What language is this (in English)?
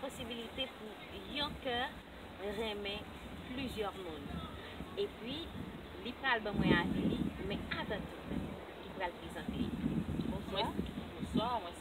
Haitian Creole